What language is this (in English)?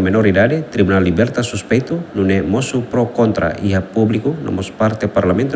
Tetum